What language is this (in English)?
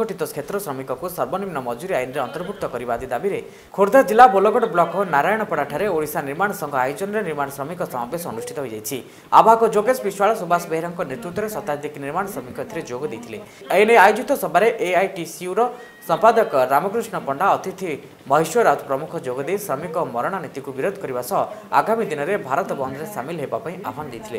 Odia